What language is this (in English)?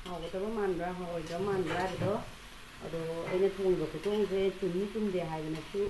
Manipuri